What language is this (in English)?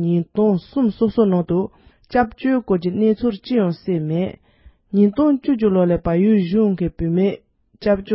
Tibetan